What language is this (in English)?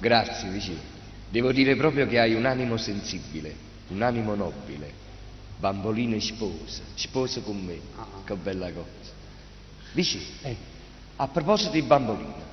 Neapolitan